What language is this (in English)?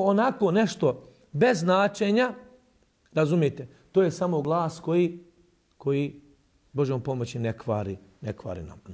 Bosnian